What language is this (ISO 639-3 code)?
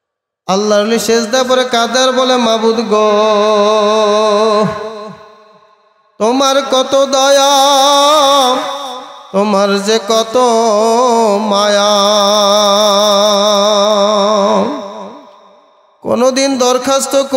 ben